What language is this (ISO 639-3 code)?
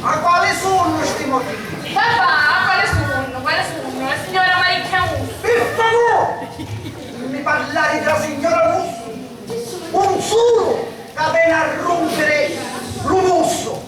scn